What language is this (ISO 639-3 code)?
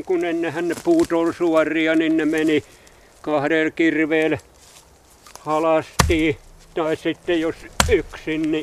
fin